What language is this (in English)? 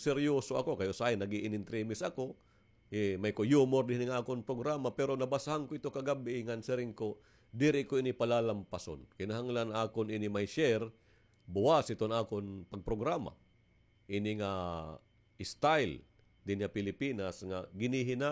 Waray